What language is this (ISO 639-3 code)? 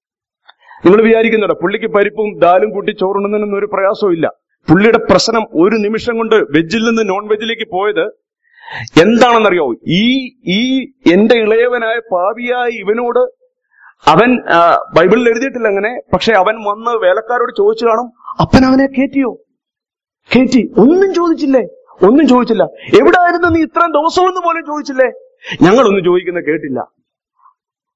mal